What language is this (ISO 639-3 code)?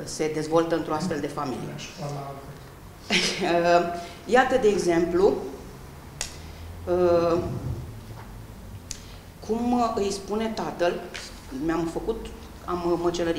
ron